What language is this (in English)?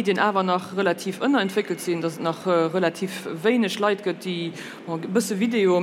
Luxembourgish